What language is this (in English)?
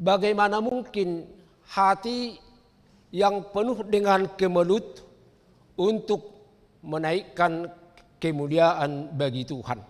Batak Toba